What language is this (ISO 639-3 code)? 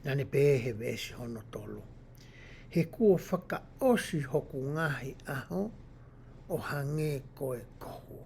ton